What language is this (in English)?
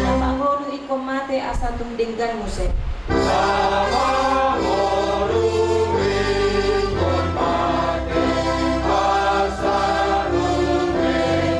Batak Toba